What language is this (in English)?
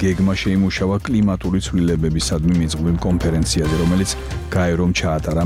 Georgian